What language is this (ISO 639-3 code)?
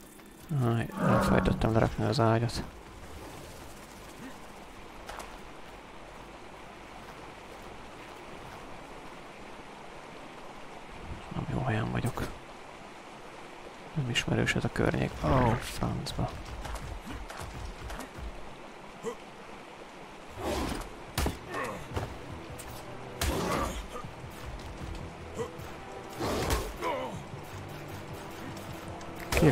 hun